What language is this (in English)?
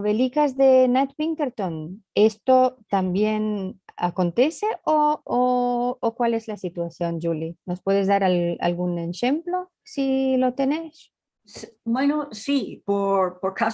Ladino